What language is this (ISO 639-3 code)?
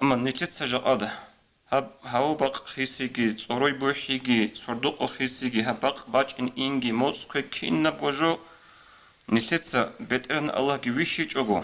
ava